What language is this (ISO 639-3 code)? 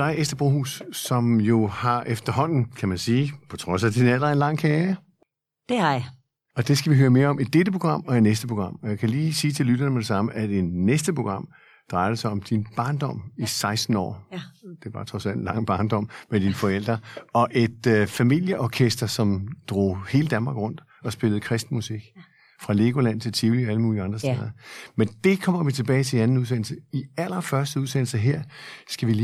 dan